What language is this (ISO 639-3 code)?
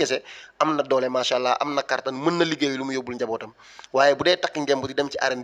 wol